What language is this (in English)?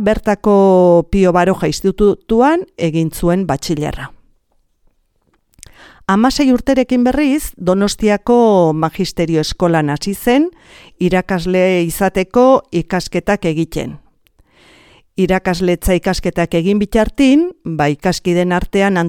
Basque